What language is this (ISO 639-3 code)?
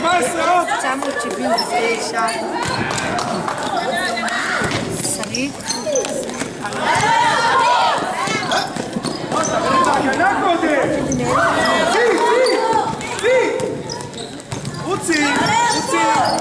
heb